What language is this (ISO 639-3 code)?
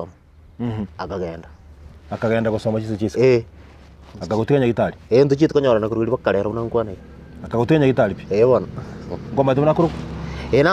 guz